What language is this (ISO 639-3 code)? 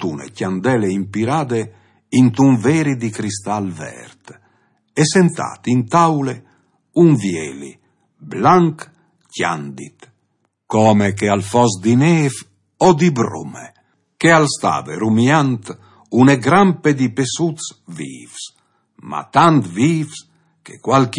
fur